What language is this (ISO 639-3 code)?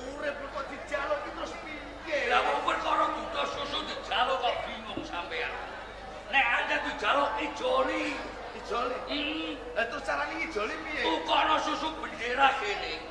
jav